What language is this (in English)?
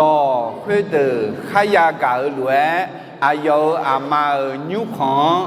Akha